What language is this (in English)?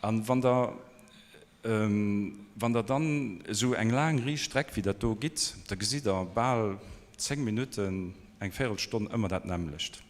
Luxembourgish